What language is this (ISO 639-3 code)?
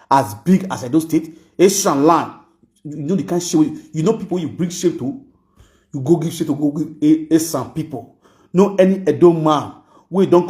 pcm